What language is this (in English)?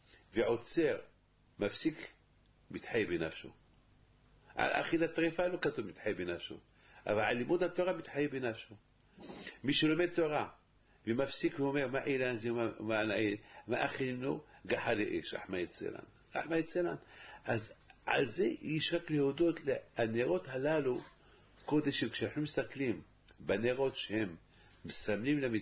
Hebrew